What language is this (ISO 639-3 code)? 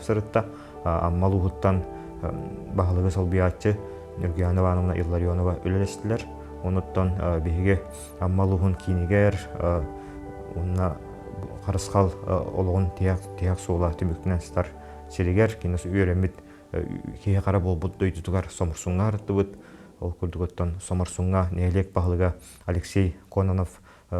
sah